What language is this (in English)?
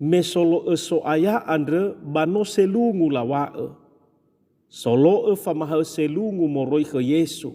Nias